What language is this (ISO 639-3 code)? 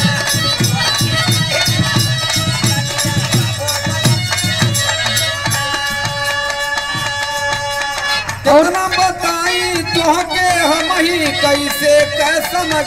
bho